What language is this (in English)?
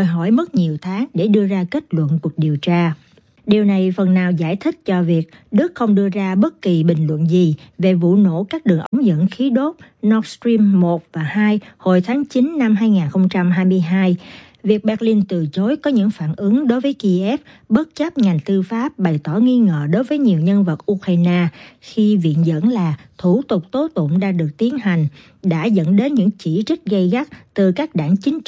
Vietnamese